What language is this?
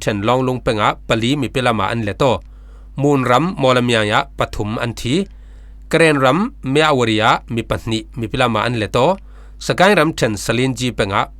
Falam Chin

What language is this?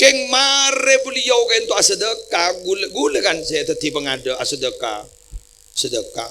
Madurese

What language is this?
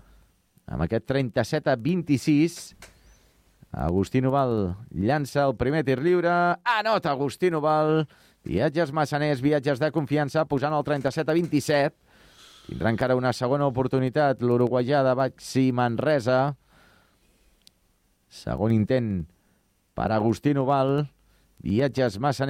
Catalan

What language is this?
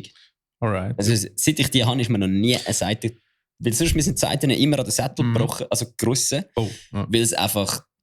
Swiss German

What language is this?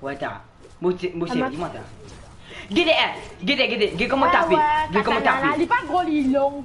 Morisyen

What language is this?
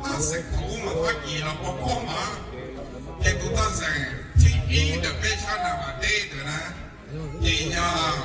Hmong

